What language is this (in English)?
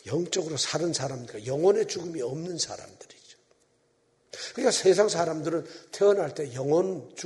Korean